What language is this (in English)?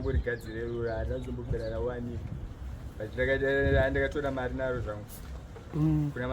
Shona